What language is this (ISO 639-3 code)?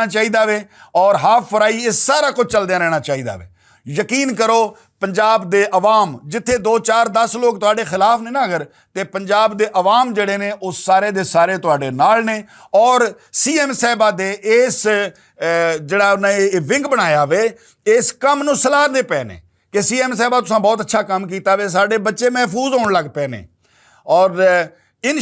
lah